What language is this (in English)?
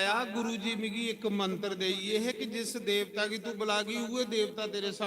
Dogri